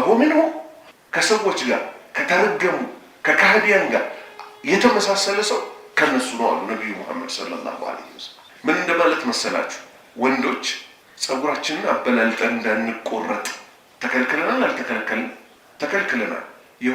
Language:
Amharic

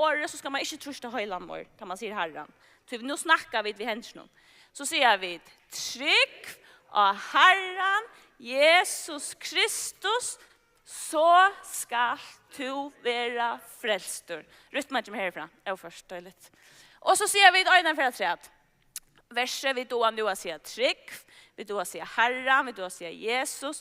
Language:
Faroese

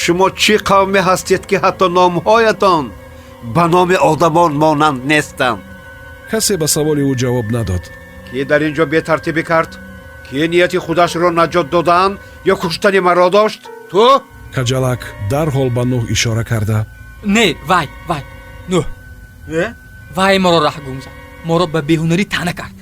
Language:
Tajik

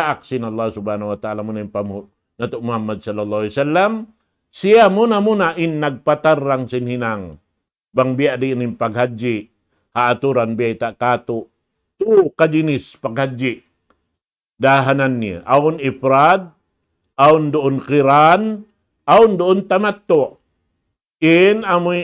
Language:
Tausug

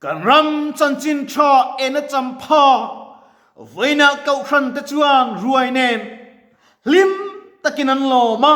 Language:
Mizo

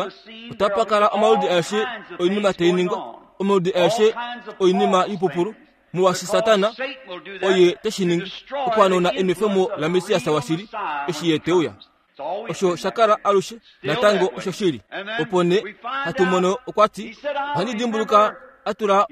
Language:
Kuanyama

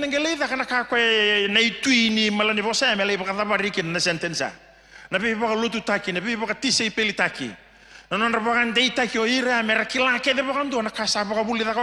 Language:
Fijian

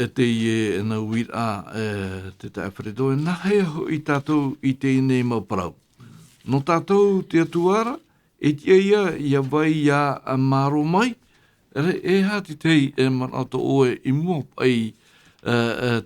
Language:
Tahitian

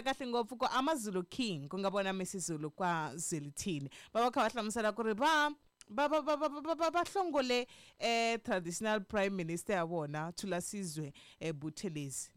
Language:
Tsonga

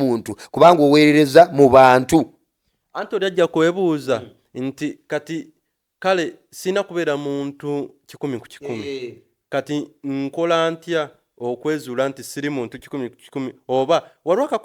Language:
Ganda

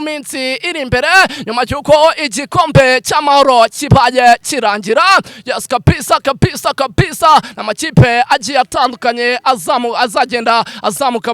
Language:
Kinyarwanda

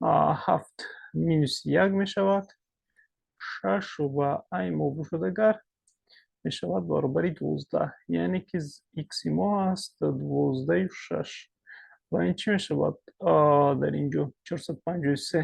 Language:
Tajik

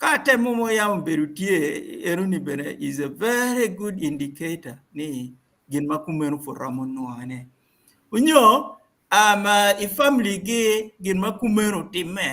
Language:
Acoli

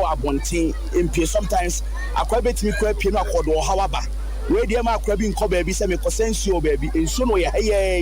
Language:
Akan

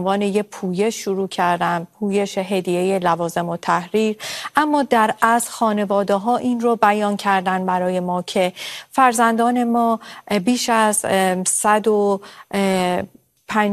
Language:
Persian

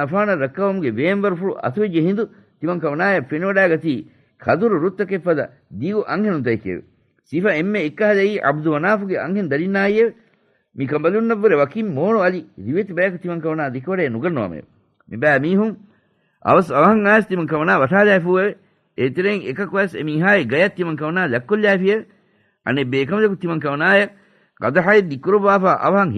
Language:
Divehi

